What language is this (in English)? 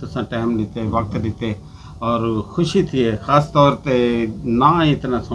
Saraiki